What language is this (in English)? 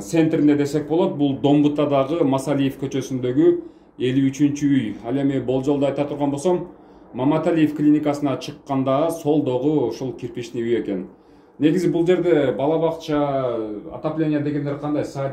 Kyrgyz